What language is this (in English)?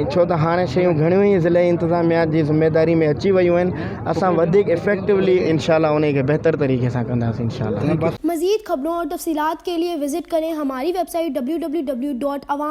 Sindhi